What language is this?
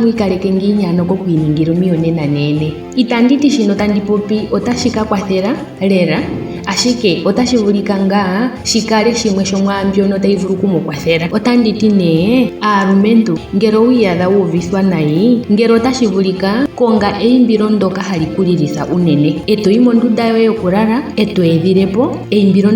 Ndonga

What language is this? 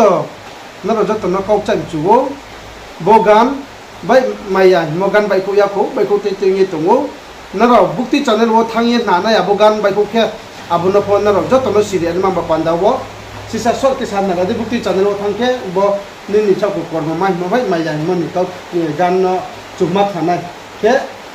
Riang (India)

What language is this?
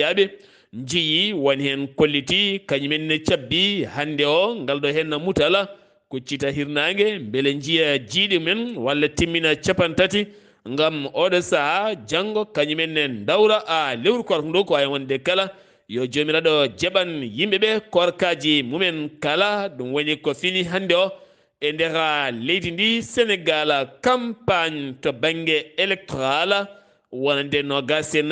Fula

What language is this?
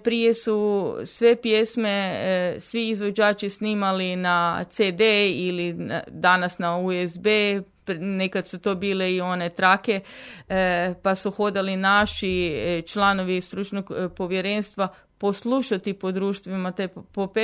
Croatian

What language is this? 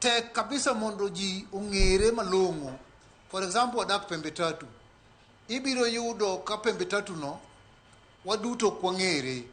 Luo (Kenya and Tanzania)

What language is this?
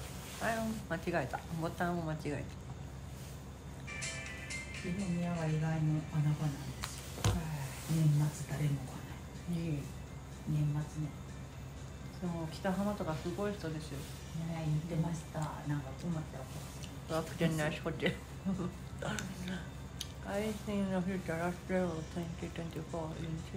Japanese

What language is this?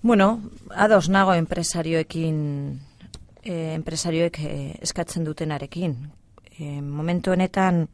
Basque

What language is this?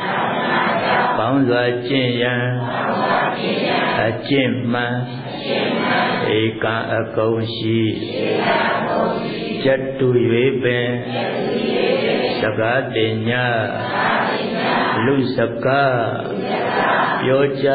Burmese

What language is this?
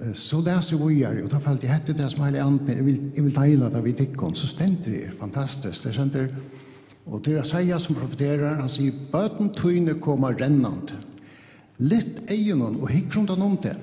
Faroese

